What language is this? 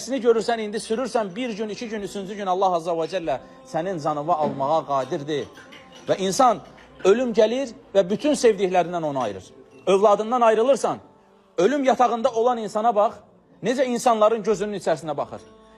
Azerbaijani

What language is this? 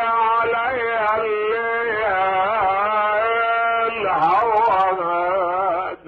Mesopotamian Arabic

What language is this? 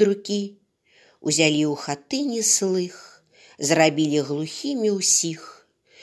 Belarusian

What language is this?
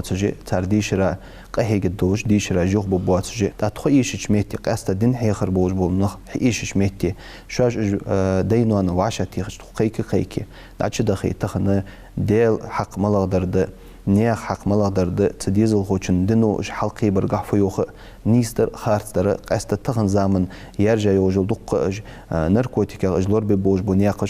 Ingush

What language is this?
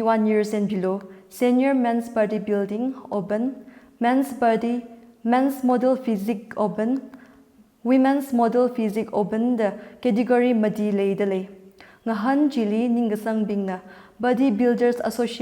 Tangkhul Naga (India)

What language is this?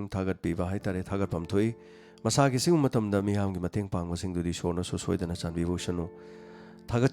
Manipuri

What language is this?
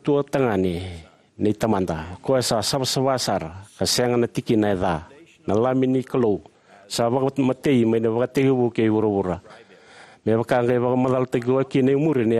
Fijian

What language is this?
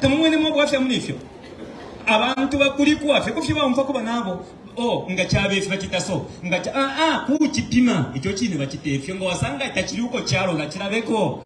Bemba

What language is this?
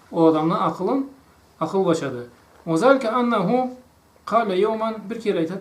Karachay-Balkar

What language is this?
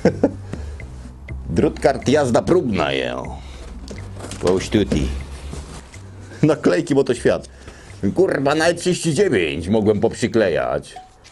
Polish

